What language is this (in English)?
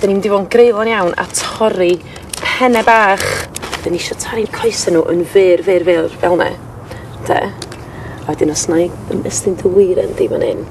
Welsh